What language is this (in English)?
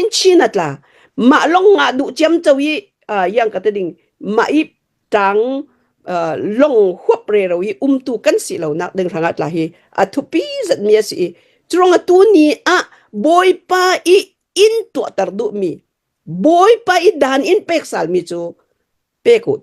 Hakha Chin